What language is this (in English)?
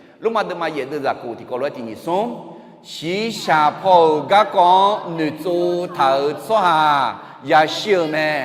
Akha